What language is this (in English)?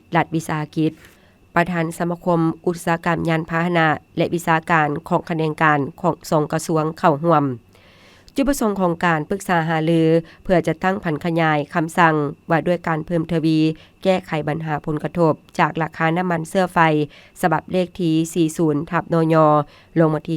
Lao